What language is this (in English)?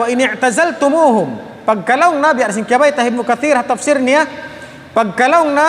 Tausug